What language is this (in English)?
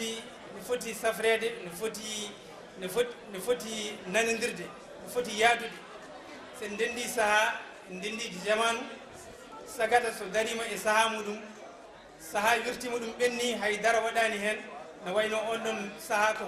Fula